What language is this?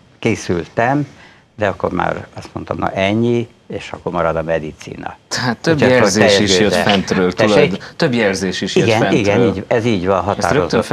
Hungarian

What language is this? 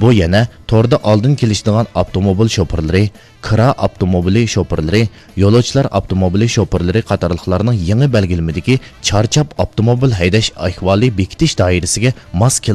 Uyghur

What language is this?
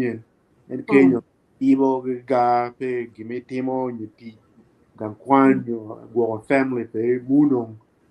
Acoli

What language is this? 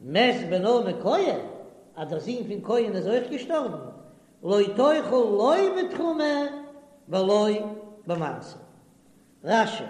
Yiddish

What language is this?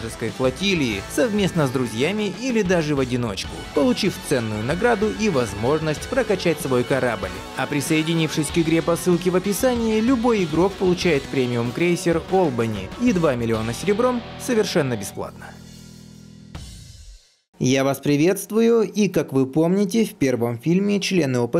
Russian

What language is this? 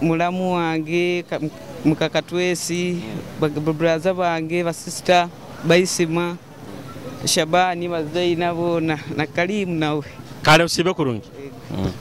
Nyoro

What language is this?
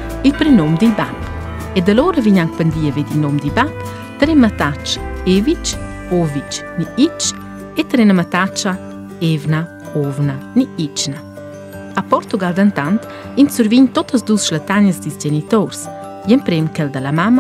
Romansh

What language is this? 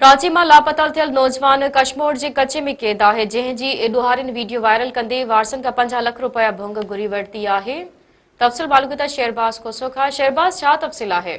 Sindhi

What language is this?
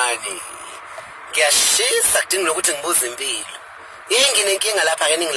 Zulu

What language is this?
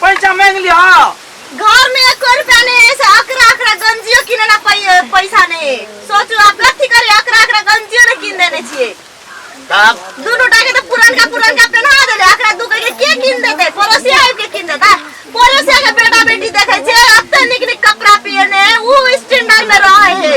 Maithili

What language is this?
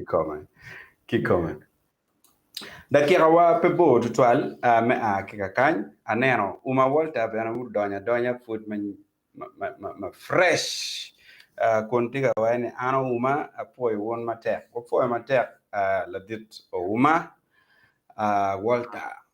Acoli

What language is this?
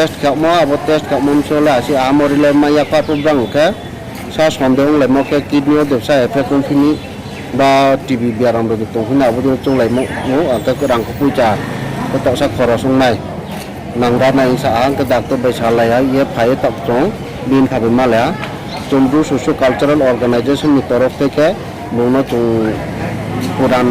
Riang (India)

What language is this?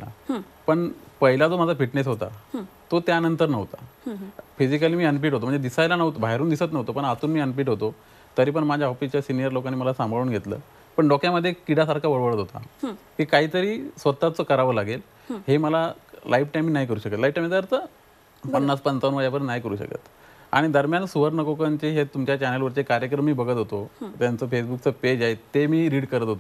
Marathi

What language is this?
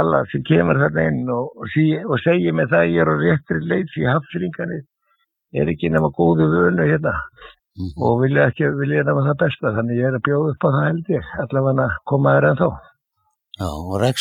Icelandic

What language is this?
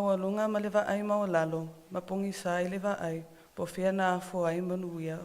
Samoan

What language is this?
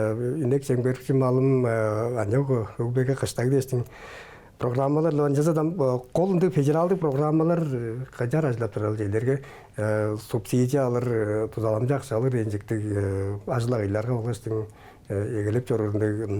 Tuvinian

